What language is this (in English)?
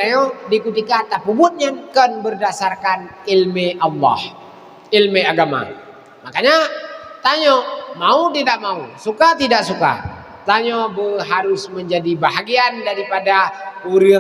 Achinese